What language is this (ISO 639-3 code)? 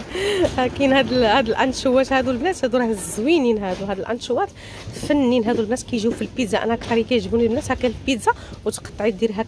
ary